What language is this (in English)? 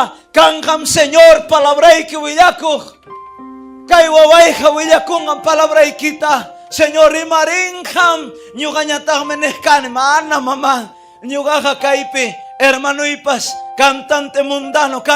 Ayacucho Quechua